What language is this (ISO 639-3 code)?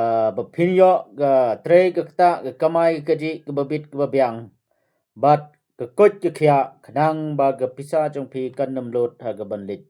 kha